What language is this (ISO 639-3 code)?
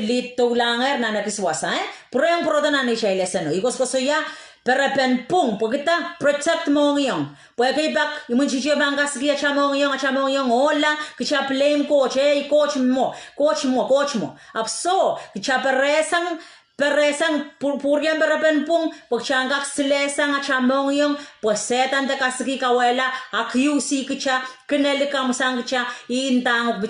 pon